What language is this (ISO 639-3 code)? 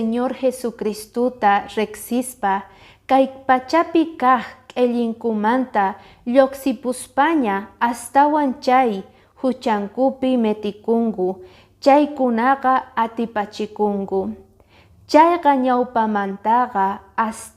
que